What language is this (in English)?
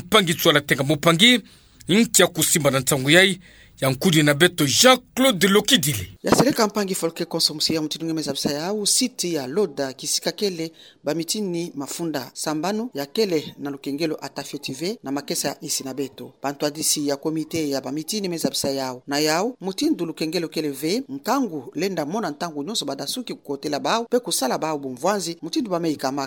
Kituba (Democratic Republic of Congo)